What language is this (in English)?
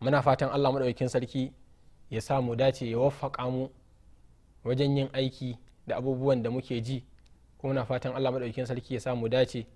Hausa